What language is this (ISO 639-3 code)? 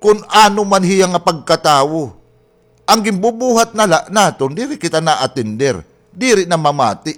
war